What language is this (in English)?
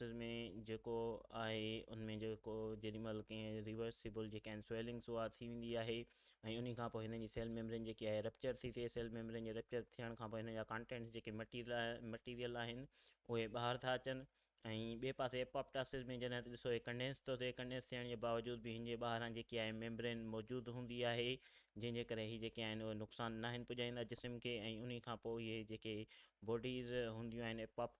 Sindhi